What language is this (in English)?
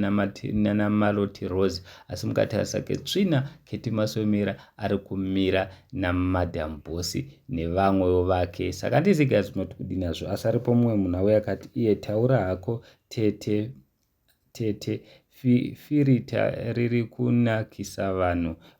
Shona